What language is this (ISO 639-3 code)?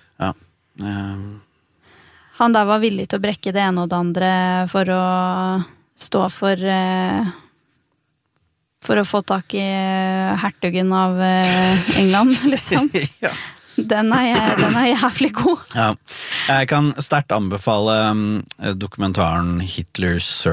nor